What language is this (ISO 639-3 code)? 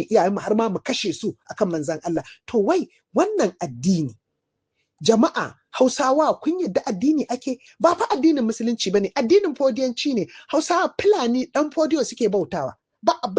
hau